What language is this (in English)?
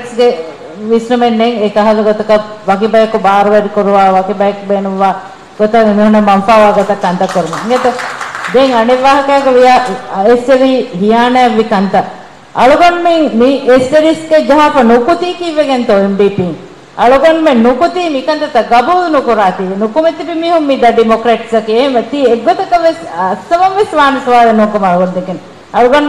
Divehi